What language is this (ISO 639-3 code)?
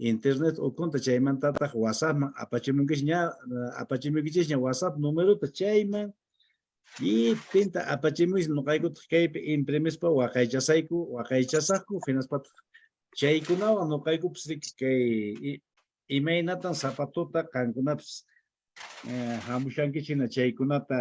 que